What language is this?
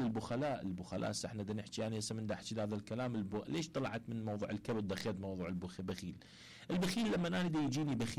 Mesopotamian Arabic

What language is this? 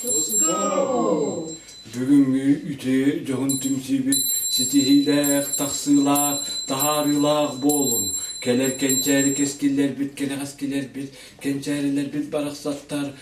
Yakut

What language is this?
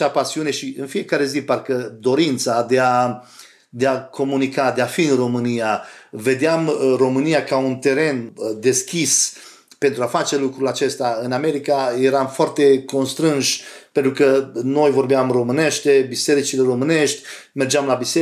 Romanian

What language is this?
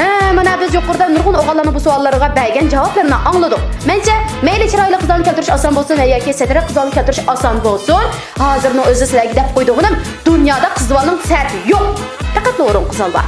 Uyghur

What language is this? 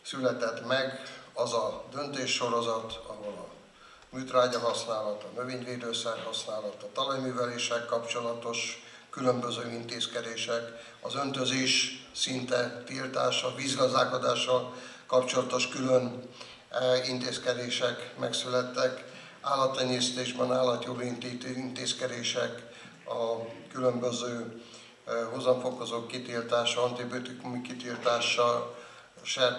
Hungarian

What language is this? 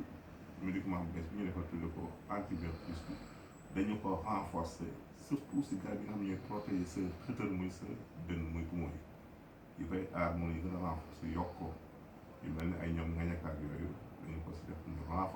Wolof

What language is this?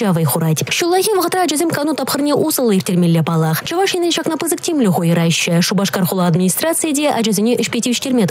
Chuvash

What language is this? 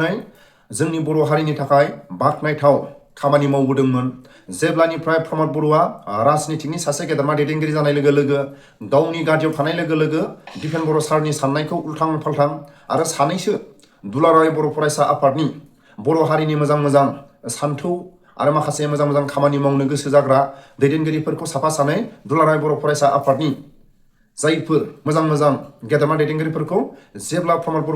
Bodo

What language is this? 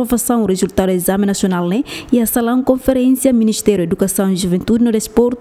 Tetum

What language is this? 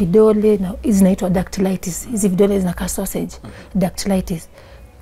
Swahili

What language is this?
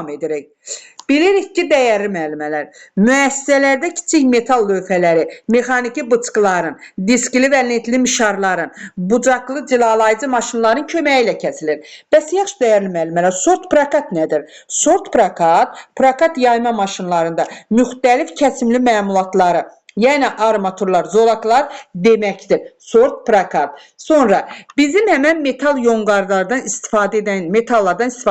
Azerbaijani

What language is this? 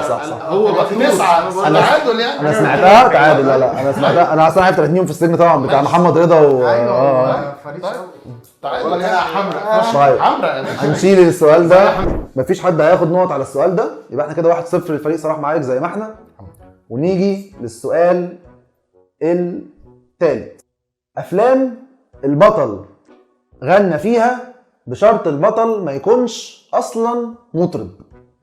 Egyptian Arabic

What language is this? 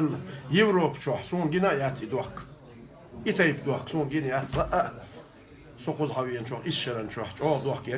Chechen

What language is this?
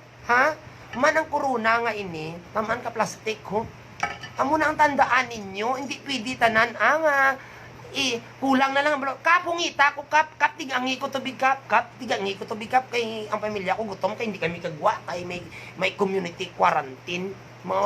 Hiligaynon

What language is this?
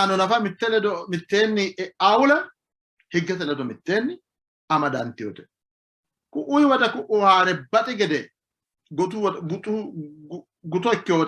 Sidamo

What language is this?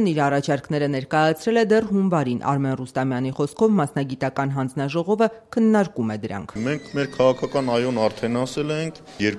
Armenian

